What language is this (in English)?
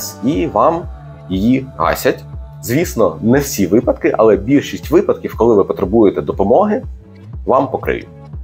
Ukrainian